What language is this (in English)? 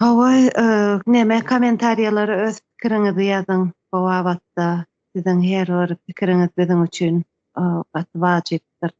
Turkmen